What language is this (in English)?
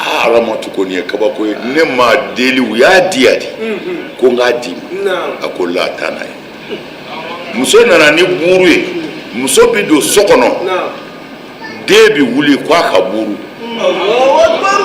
Bambara